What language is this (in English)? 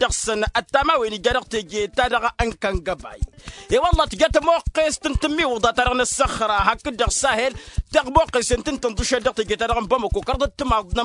Tamasheq